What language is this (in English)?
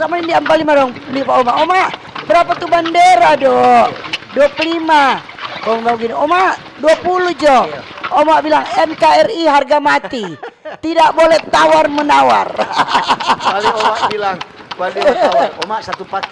Manado Malay